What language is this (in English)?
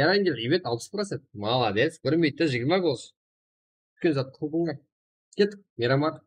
Kara-Kalpak